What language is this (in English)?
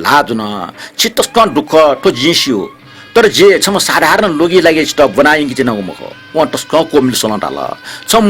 Newari